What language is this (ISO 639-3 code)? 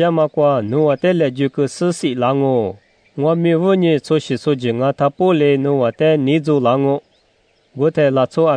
lis